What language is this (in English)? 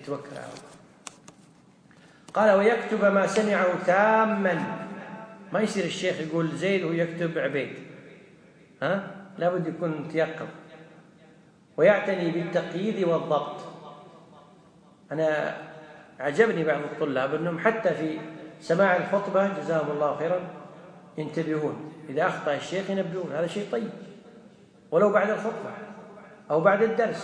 Arabic